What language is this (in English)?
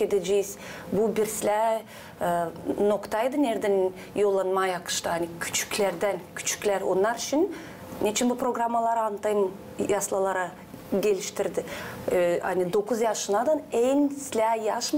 Gagauz